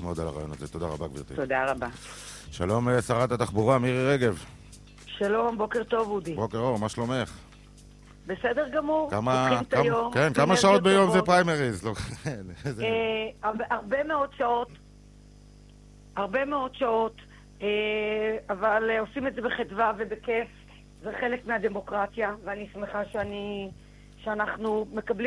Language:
Hebrew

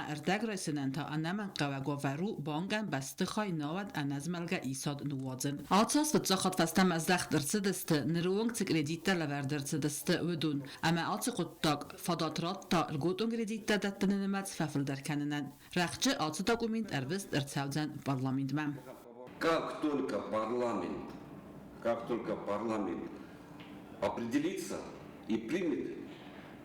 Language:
Ossetic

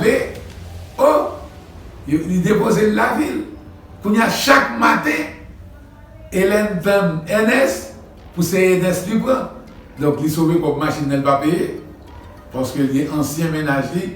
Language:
Haitian Creole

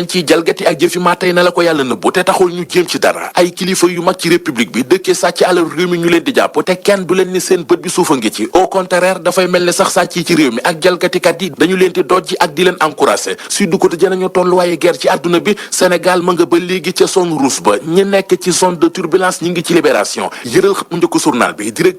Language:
Wolof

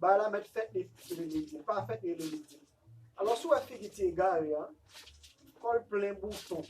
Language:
Haitian Creole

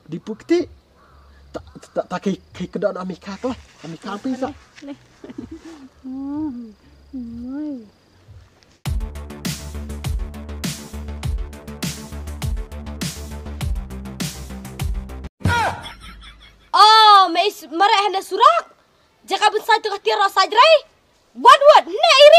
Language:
Khasi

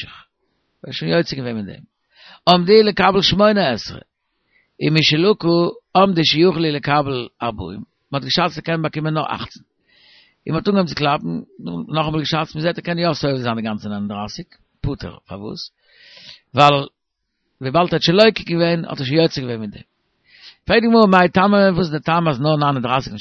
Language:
Yiddish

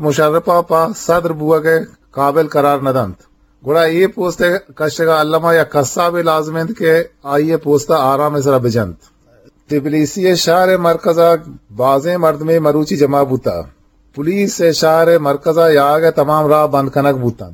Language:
Eastern Balochi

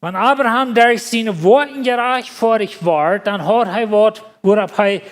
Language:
Plautdietsch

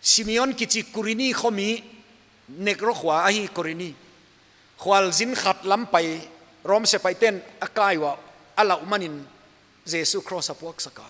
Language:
Paite Chin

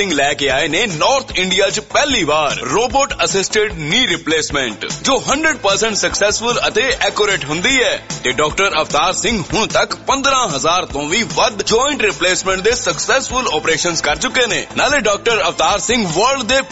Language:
Punjabi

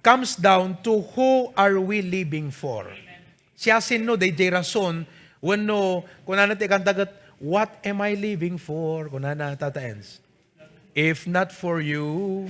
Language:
Iloko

